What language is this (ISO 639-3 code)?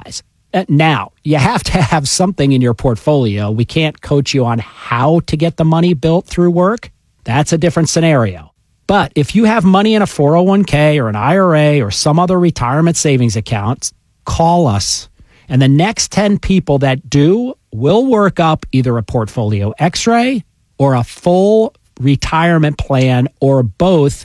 eng